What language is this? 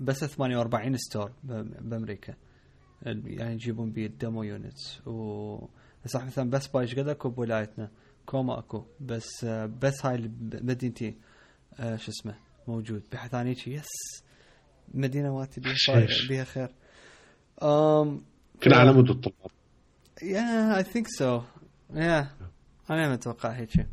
Mesopotamian Arabic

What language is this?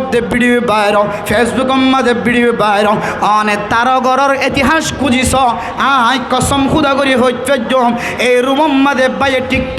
Rohingya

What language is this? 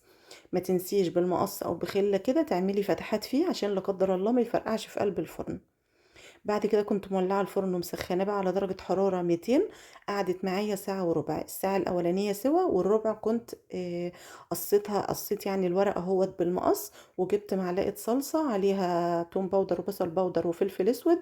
Egyptian Arabic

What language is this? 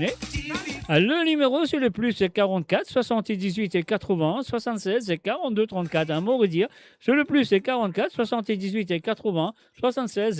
Morisyen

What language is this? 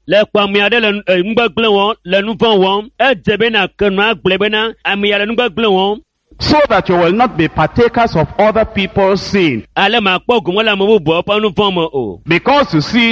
Ewe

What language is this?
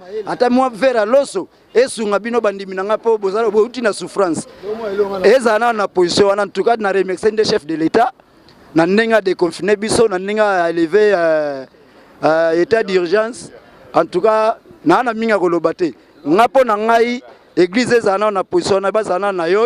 Lingala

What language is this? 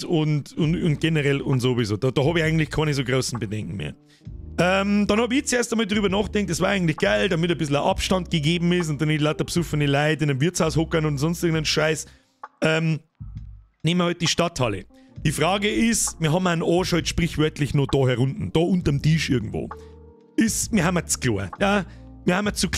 Bavarian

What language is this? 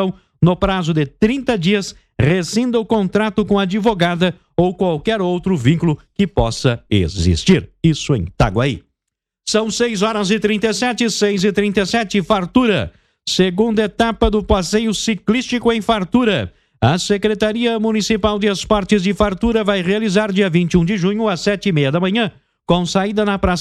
Portuguese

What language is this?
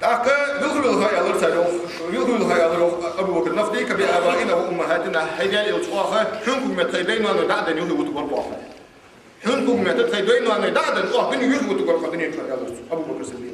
Ingush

